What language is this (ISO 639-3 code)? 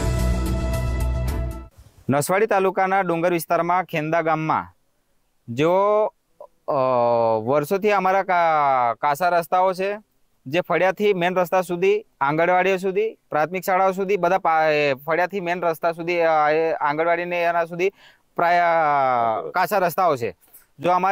guj